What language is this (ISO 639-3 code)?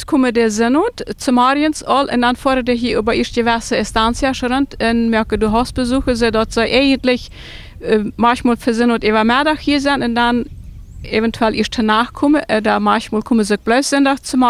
pdt